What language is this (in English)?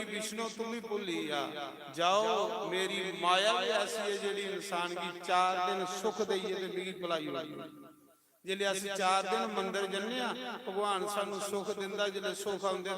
Dogri